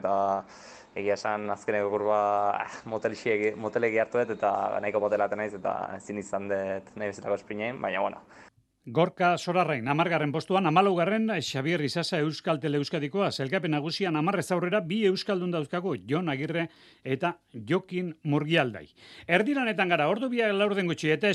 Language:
Basque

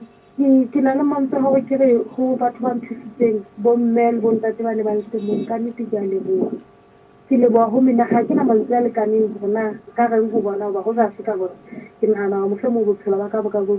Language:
Southern Sotho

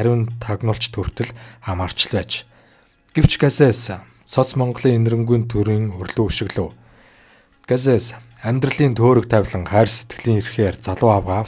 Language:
Mongolian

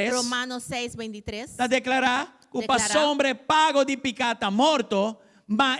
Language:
Papiamento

